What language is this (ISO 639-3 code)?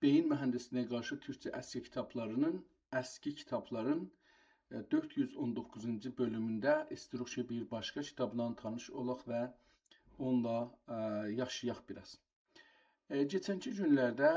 azb